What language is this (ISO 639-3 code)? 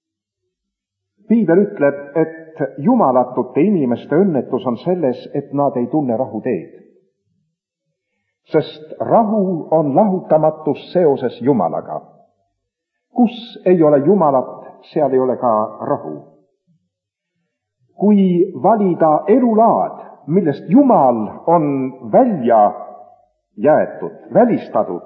est